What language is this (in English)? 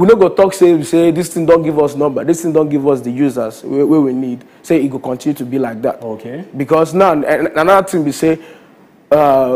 Nigerian Pidgin